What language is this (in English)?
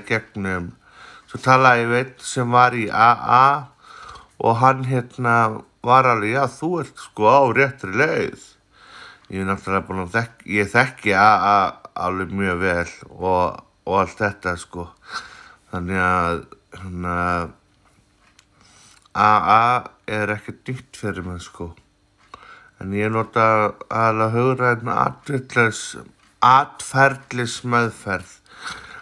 Icelandic